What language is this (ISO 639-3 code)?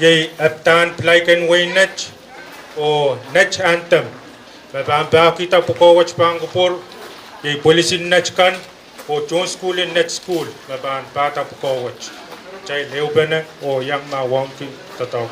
pon